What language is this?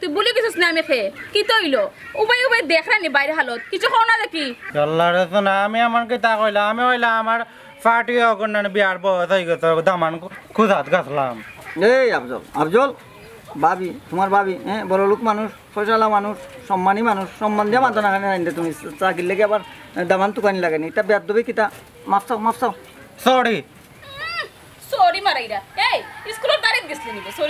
Sylheti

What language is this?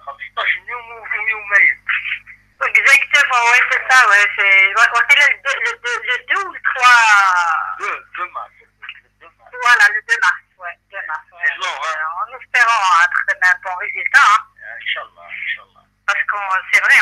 Kabyle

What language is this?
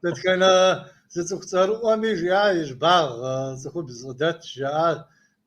Kabardian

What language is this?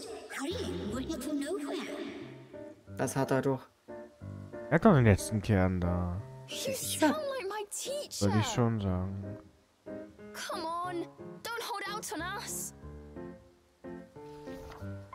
German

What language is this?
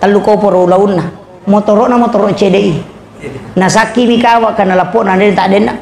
Buginese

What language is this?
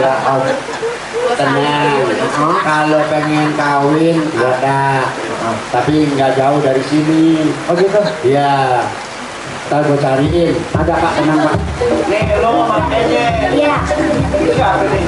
Betawi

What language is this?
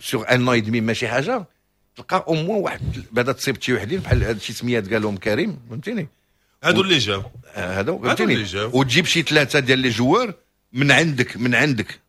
Moroccan Arabic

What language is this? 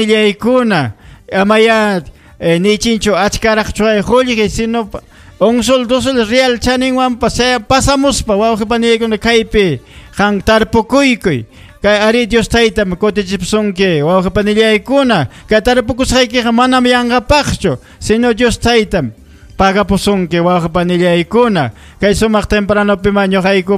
Ayacucho Quechua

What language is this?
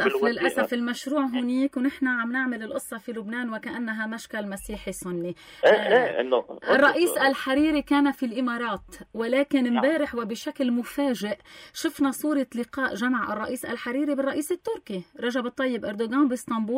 North Levantine Arabic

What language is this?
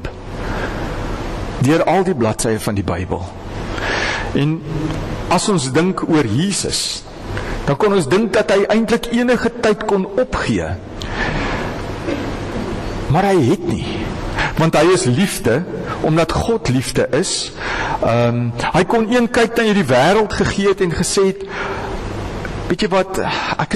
Afrikaans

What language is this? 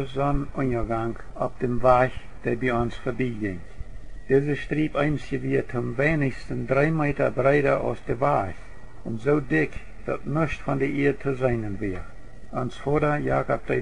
Plautdietsch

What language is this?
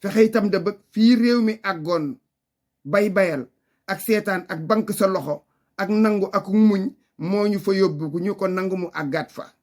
Wolof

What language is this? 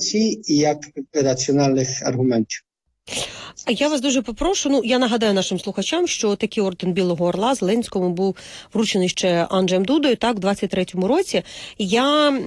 Ukrainian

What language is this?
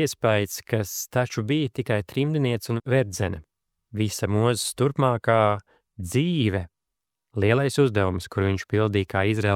Latvian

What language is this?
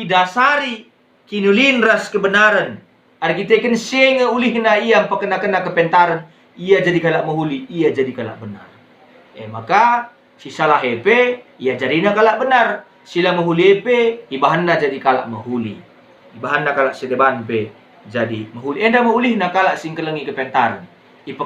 Batak Karo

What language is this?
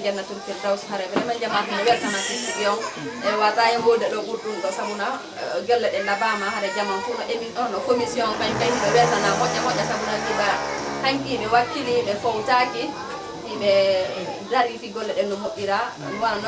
Pular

